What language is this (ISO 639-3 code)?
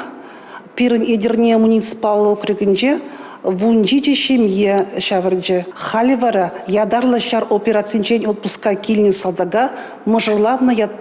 chv